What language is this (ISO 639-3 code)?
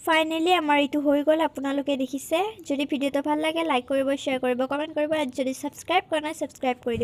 asm